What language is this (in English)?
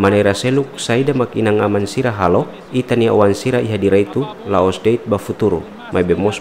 Tetum